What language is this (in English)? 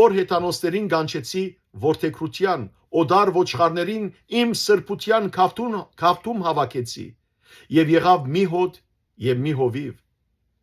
Western Armenian